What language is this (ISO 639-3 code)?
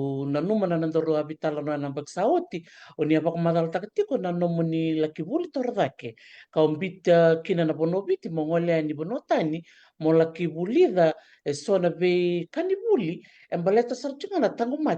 fij